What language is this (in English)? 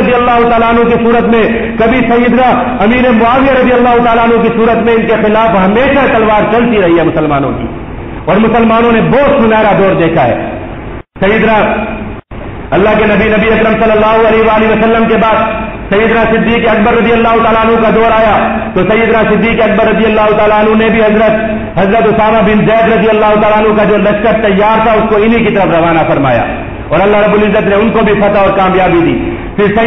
Urdu